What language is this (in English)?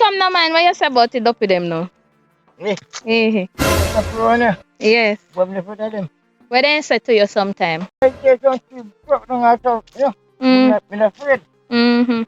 Jamaican Creole English